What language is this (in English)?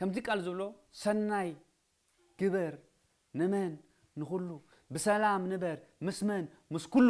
Tigrinya